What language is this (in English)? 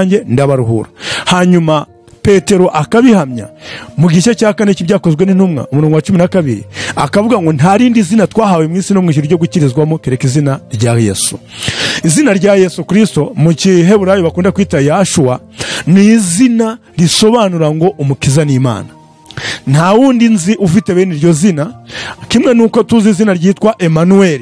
Kinyarwanda